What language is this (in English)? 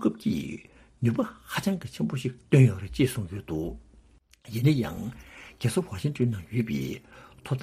Tibetan